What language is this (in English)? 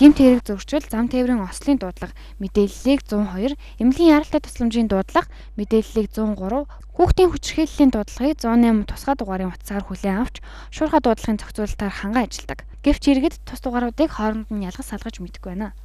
Mongolian